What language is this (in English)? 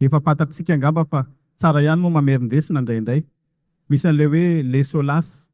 Malagasy